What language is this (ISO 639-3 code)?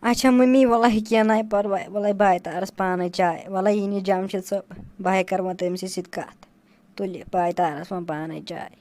kas